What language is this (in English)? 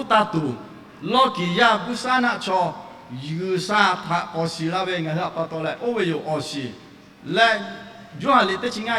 Lahu